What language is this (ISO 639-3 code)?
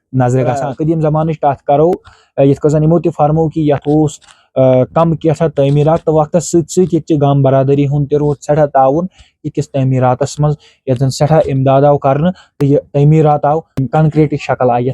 kas